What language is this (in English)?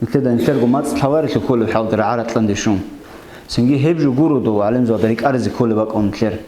Avaric